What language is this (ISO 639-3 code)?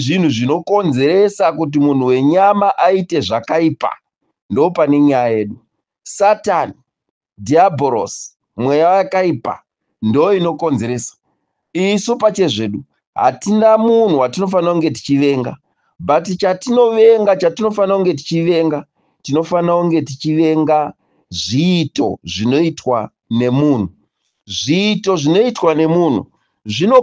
sna